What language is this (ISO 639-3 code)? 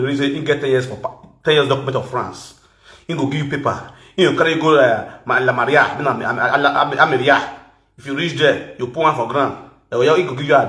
pcm